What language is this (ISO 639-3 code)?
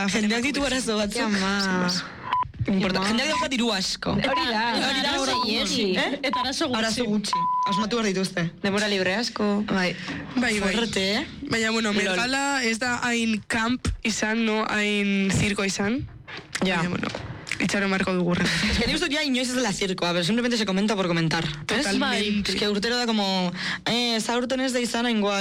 eus